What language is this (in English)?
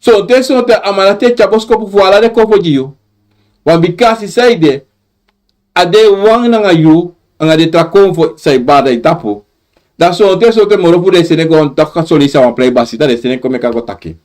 Sranan Tongo